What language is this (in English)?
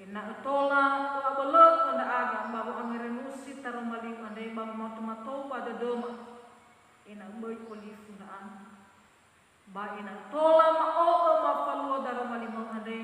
Nias